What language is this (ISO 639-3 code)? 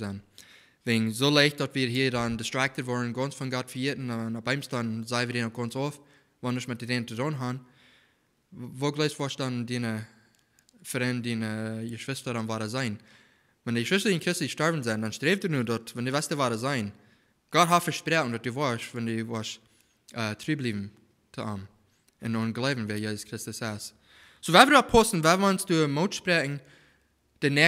pdt